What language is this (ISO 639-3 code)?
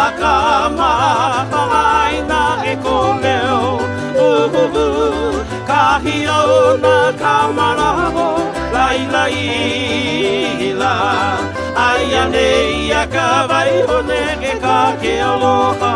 haw